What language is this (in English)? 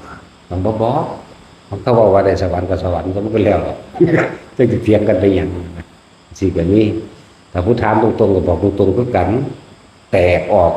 Northeastern Thai